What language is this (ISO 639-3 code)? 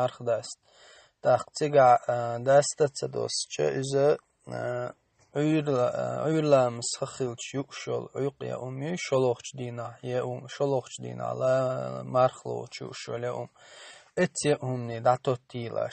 che